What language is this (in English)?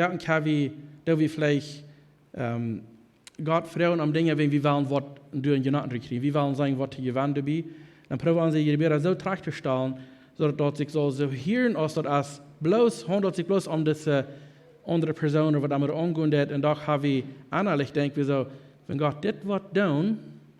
Plautdietsch